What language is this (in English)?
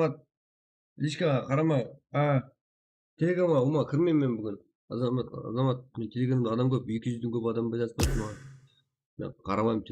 Kara-Kalpak